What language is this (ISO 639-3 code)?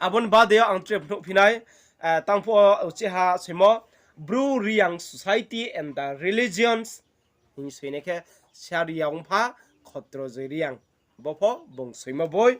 ria